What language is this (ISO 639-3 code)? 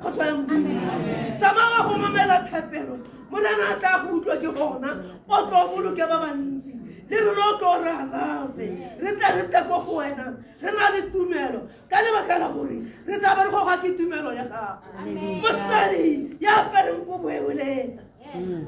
tsn